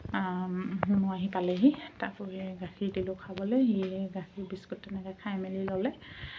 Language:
Assamese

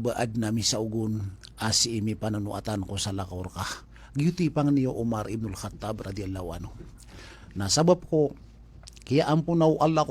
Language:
Maranao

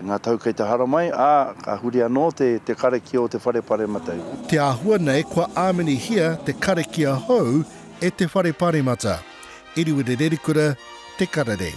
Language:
Māori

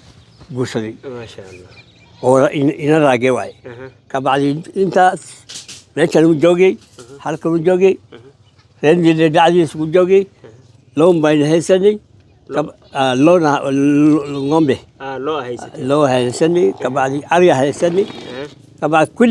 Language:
Somali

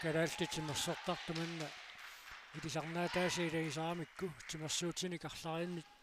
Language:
Kalaallisut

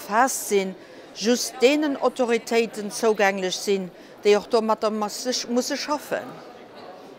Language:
Luxembourgish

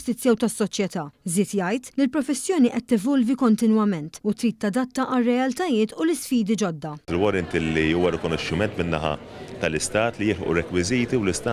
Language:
Maltese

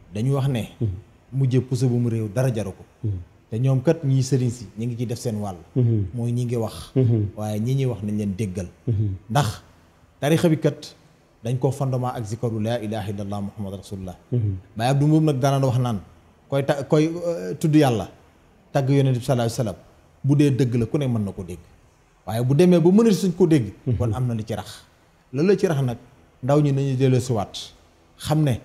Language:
Wolof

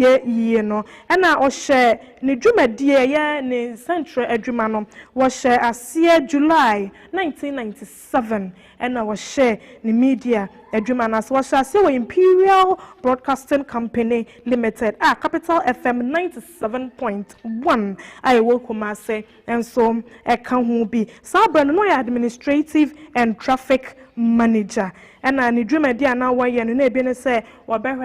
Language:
Akan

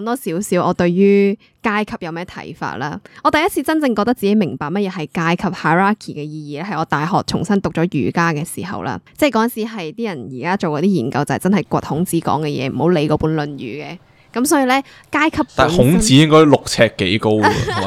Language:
Cantonese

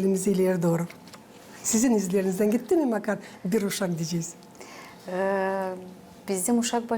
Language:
Gagauz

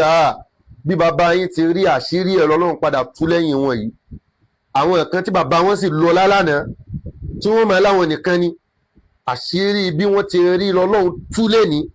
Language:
Yoruba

